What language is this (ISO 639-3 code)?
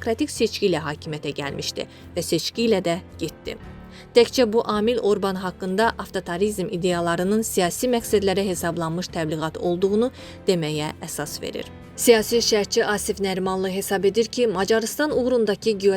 aze